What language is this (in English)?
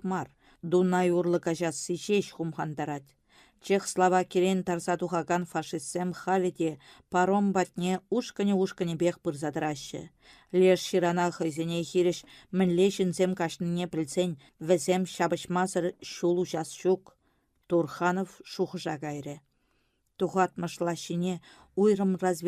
Chuvash